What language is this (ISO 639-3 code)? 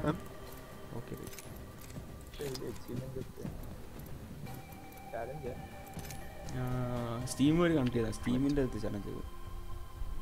mal